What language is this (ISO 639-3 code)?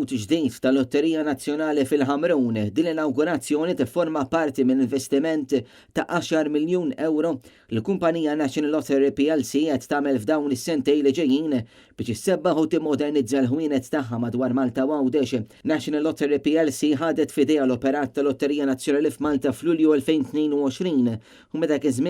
mlt